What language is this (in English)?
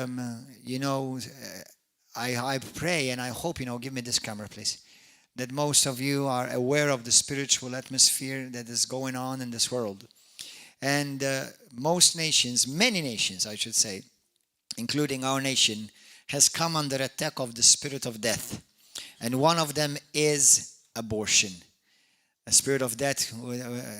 English